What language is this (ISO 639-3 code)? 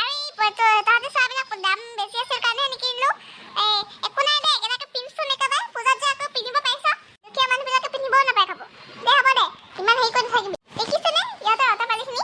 asm